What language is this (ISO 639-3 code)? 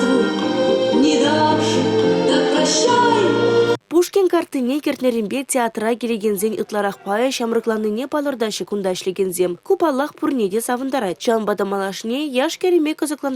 chv